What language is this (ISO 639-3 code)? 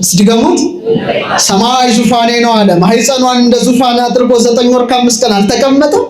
amh